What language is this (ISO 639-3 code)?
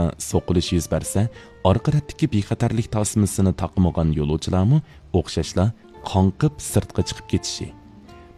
uig